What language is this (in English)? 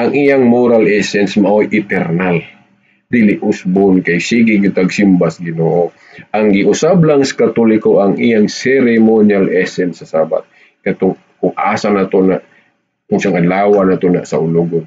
Cebuano